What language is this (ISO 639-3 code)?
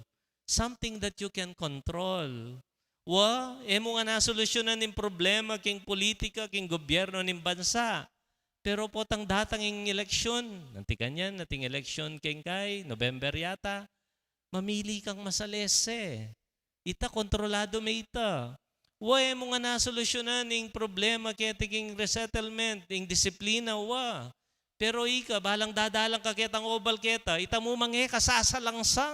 pam